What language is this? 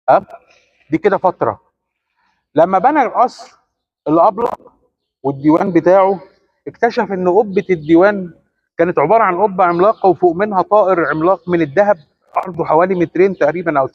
Egyptian Arabic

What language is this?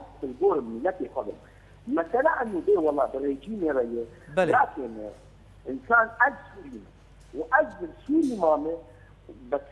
Kurdish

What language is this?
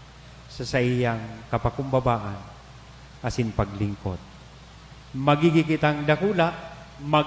Bikol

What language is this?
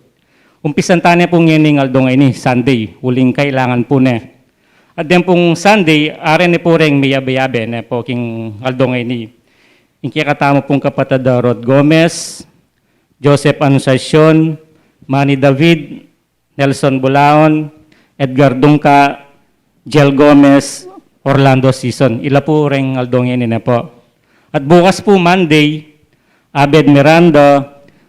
Pampanga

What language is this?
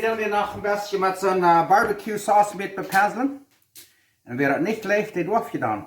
Plautdietsch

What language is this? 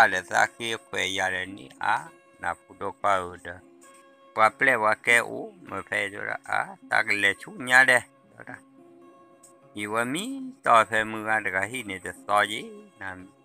S'gaw Karen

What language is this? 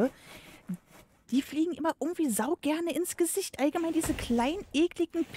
German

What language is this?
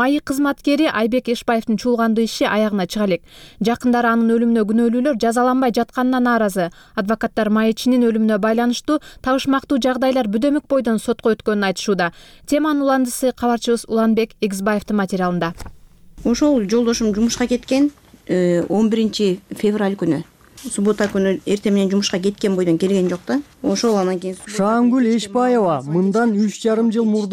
Kyrgyz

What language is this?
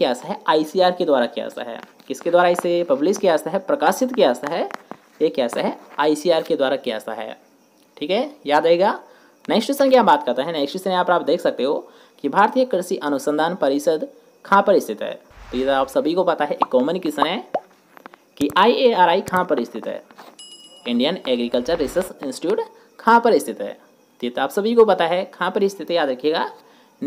Hindi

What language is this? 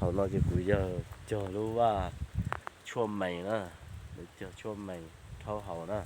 Hmong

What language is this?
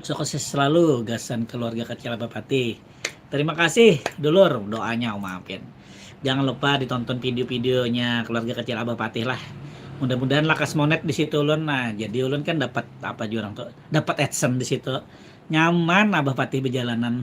Banjar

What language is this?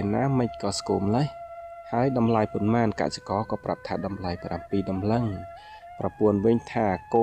Khmer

